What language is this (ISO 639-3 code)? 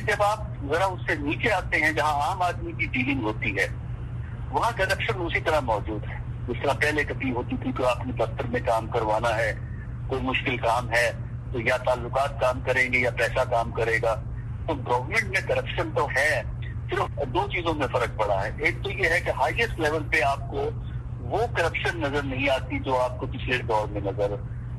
urd